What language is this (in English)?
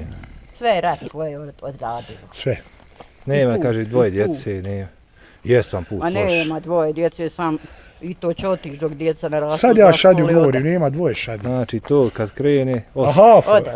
Bosnian